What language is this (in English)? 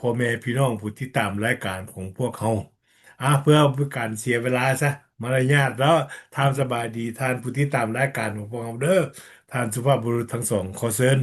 Lao